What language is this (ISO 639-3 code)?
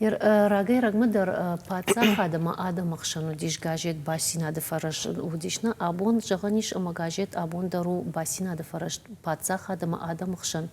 oss